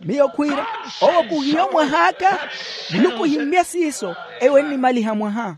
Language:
Makhuwa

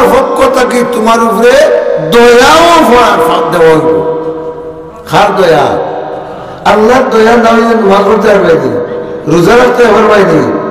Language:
Sylheti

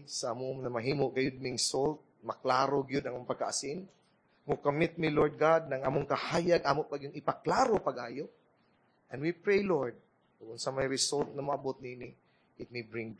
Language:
Cebuano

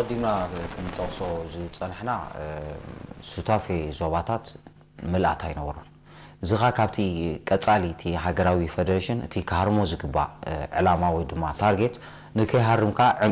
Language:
Tigrinya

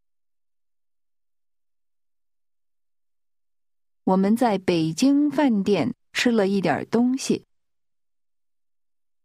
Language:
Chinese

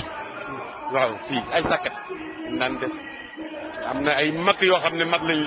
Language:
Wolof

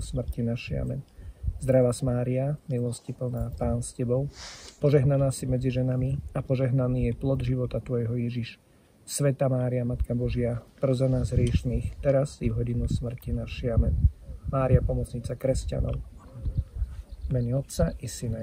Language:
Slovak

